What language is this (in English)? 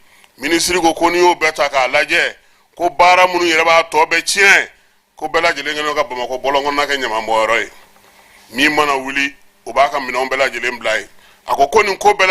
Bambara